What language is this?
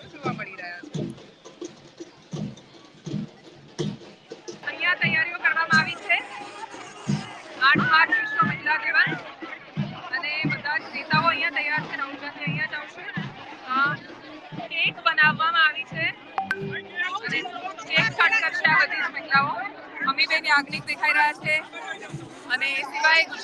Gujarati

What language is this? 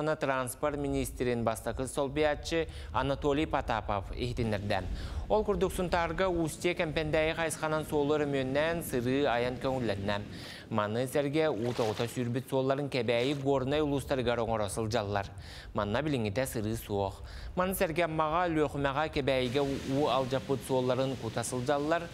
Yakut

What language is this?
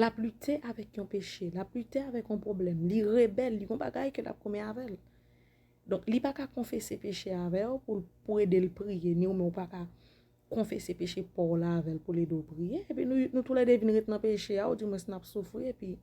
Haitian Creole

